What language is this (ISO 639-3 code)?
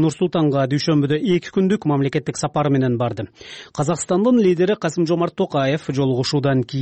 kir